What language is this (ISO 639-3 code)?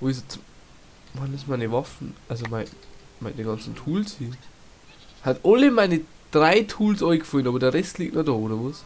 bar